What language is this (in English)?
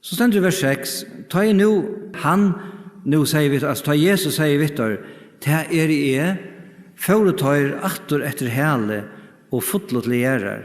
Faroese